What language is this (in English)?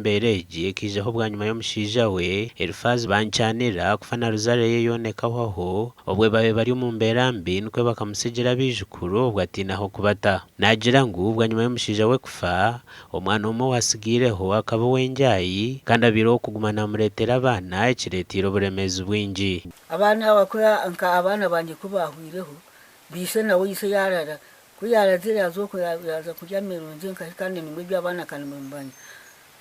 Nyankole